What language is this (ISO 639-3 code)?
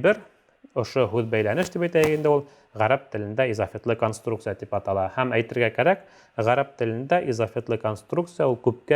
bak